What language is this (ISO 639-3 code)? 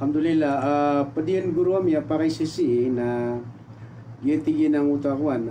mrw